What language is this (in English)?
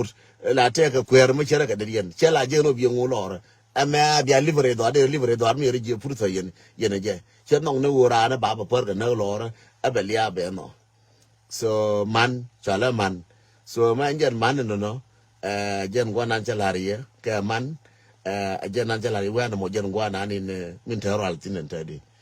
Nuer